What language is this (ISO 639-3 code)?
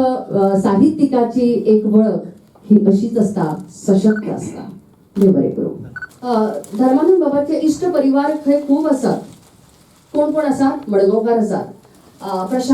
kok